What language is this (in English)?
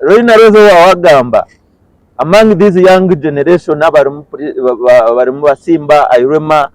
Nyankole